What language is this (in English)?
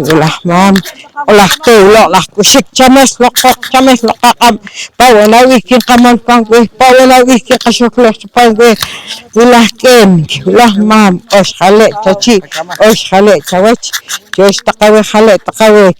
Poqomchi'